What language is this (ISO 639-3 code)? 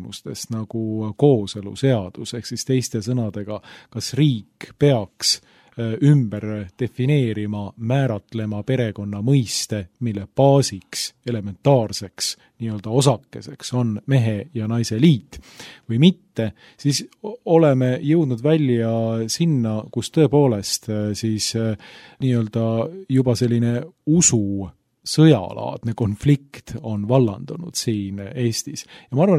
est